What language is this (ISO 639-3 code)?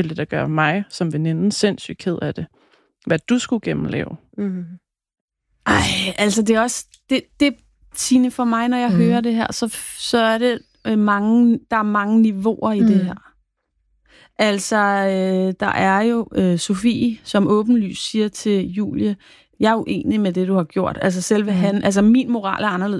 dan